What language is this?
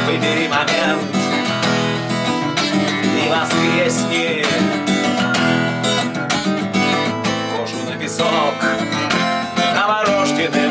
Russian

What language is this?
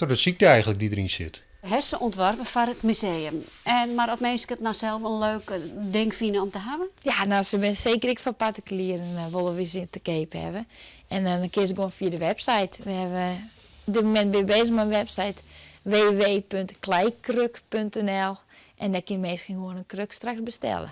Western Frisian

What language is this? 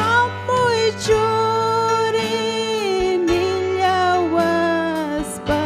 Ayacucho Quechua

